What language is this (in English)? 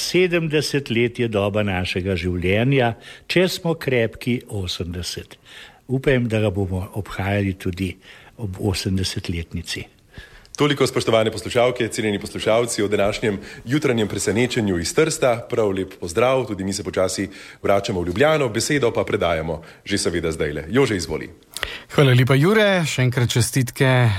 Slovenian